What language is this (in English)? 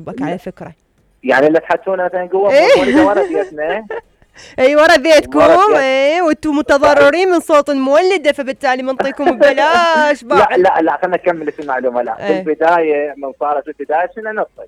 Mesopotamian Arabic